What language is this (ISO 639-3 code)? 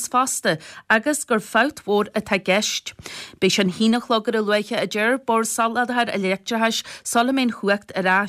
gle